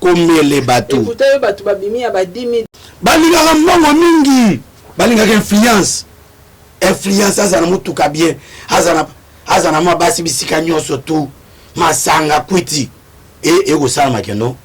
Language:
Lingala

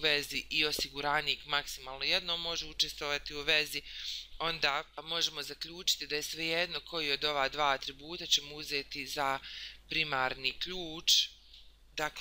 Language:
Bosnian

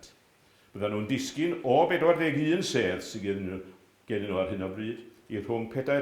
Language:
Welsh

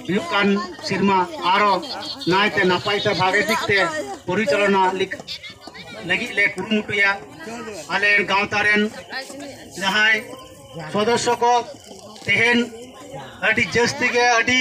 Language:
Santali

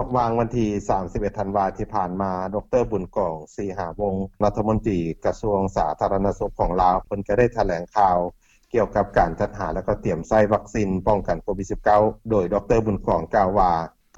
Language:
Lao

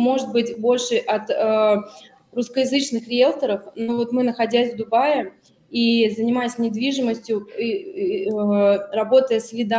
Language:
Russian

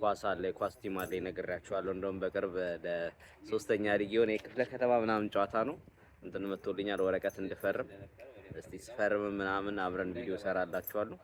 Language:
Amharic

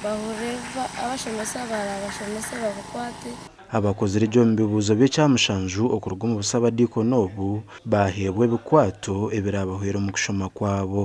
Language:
Nyankole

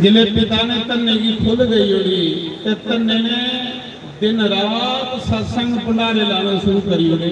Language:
Dogri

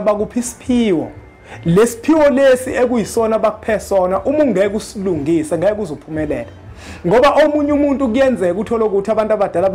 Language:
Zulu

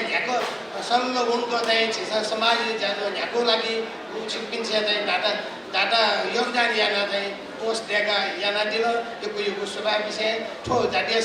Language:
Newari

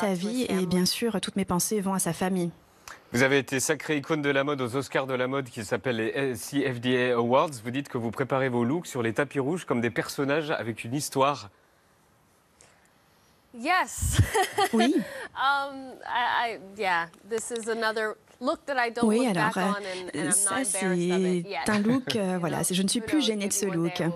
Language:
French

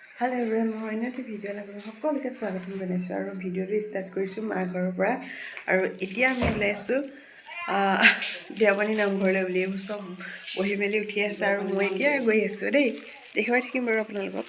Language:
Assamese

